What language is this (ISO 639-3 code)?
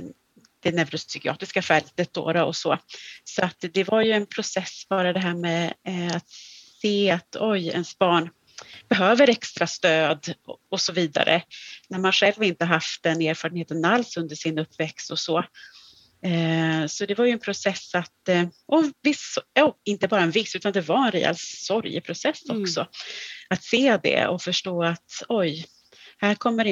swe